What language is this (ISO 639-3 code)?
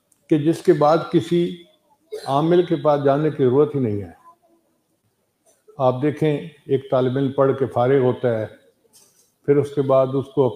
urd